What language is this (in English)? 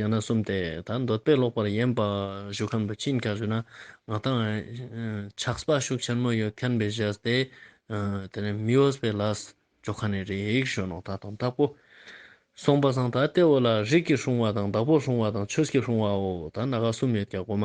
Ladakhi